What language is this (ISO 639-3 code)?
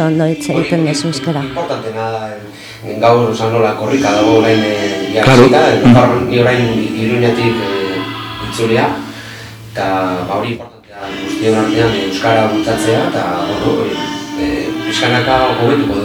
eus